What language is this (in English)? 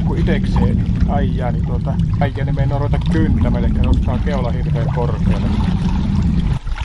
Finnish